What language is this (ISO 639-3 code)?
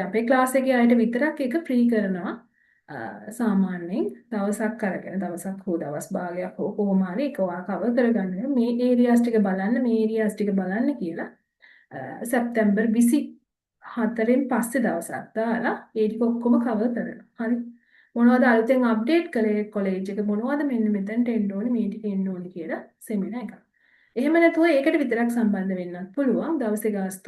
sin